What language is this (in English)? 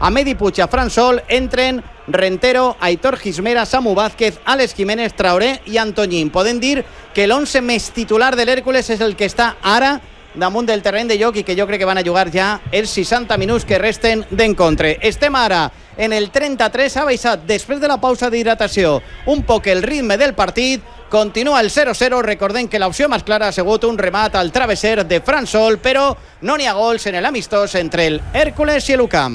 Catalan